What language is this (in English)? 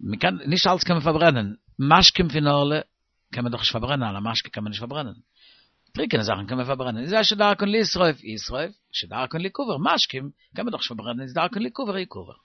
Yiddish